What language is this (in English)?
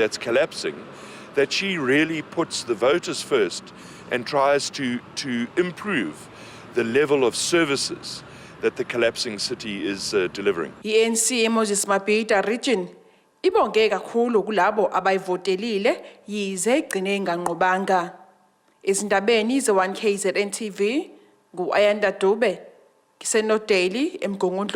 Zulu